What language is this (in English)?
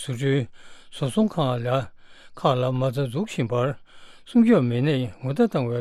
Tibetan